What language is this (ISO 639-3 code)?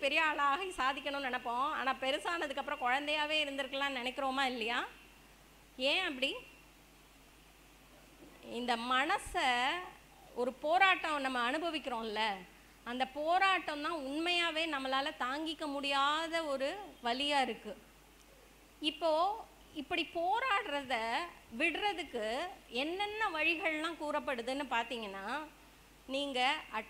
tam